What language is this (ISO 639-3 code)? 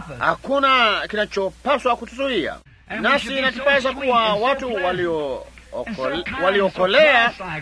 swa